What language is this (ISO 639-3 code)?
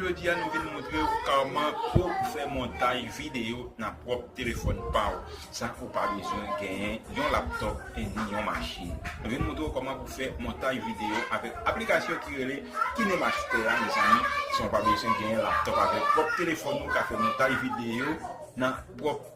hat